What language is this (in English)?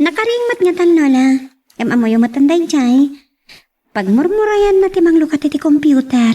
Iloko